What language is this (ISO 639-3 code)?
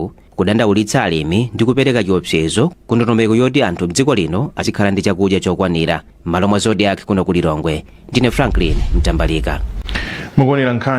nya